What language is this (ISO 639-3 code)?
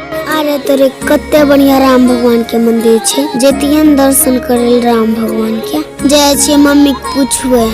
mai